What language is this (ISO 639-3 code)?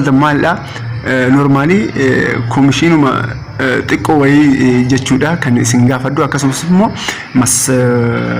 orm